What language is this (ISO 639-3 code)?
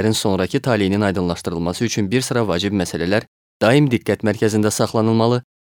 aze